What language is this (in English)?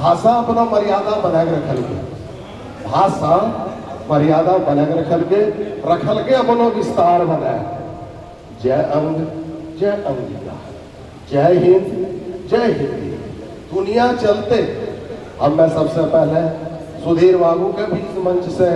Angika